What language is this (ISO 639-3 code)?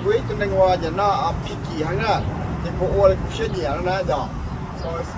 hmn